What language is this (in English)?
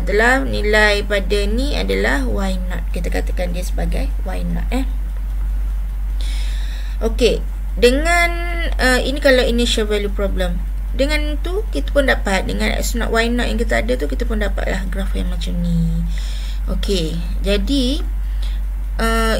Malay